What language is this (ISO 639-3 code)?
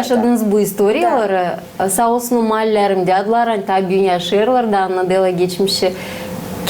gag